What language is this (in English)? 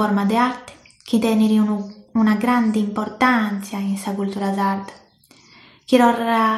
Sardinian